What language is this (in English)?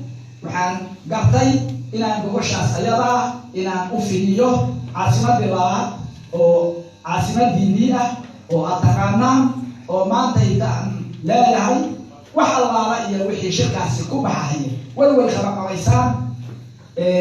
Somali